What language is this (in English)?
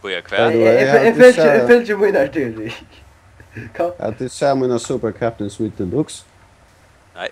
Faroese